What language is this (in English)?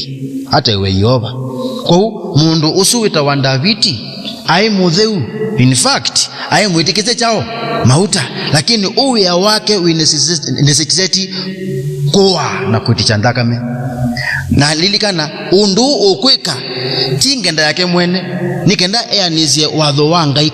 Kamba